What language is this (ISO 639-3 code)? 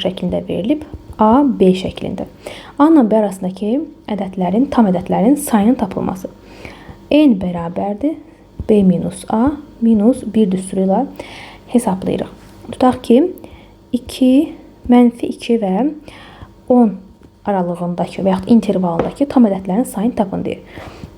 aze